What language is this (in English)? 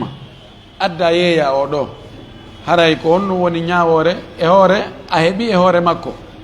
Fula